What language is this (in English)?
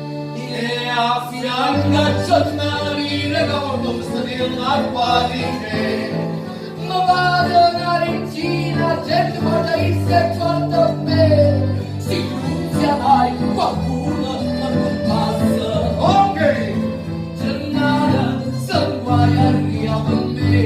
Neapolitan